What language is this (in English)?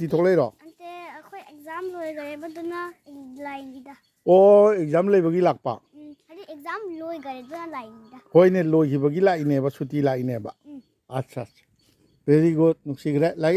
Manipuri